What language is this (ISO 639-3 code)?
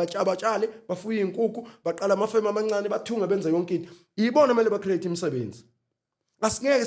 zul